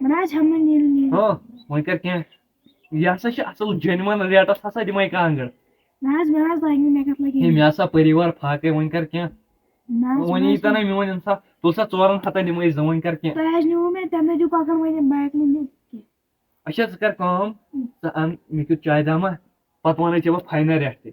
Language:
Kashmiri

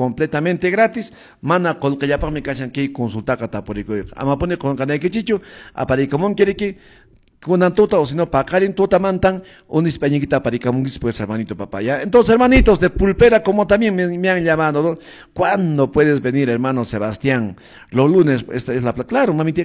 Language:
Quechua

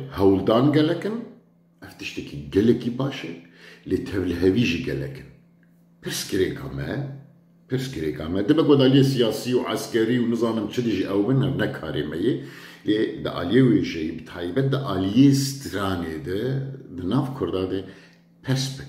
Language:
Kurdish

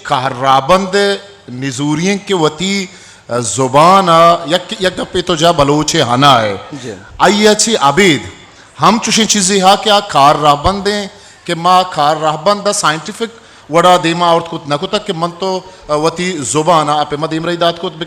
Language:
Eastern Balochi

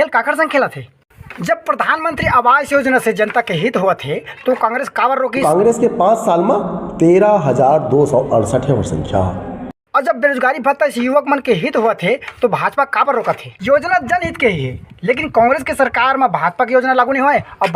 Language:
Chhattisgarhi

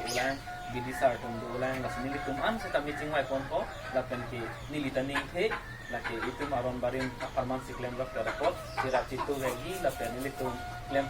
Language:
Karbi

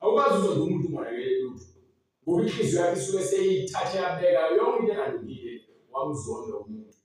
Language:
Zulu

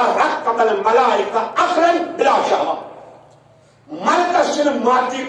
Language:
Kashmiri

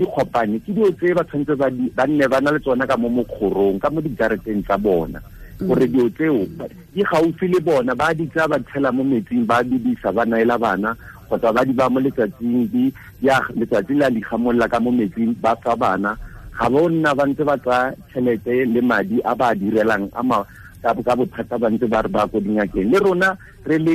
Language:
Tswana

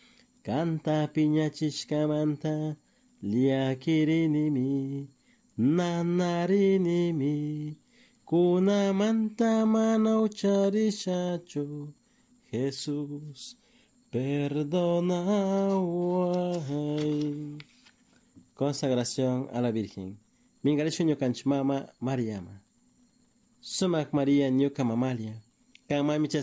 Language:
Chimborazo Highland Quichua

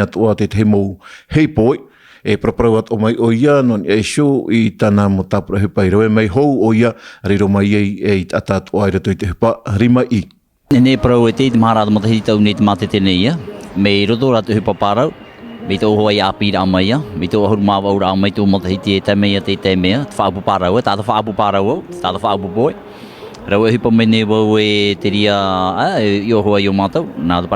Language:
Tahitian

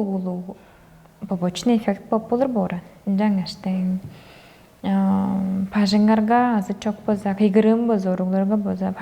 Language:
Tuvinian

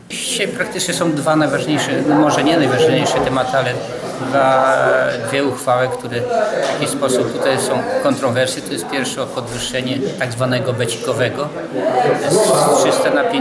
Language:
Polish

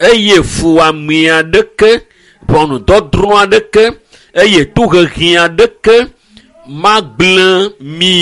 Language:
Ewe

